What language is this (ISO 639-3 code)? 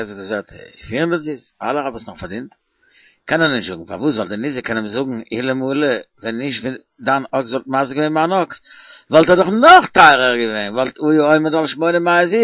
yid